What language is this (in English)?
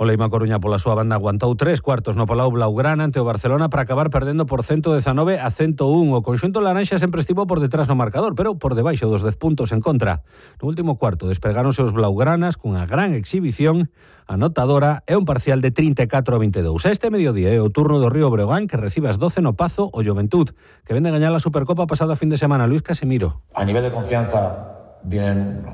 Galician